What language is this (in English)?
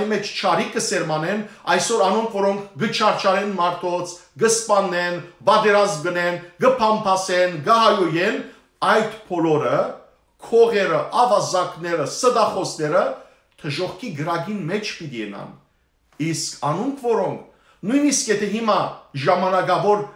Western Armenian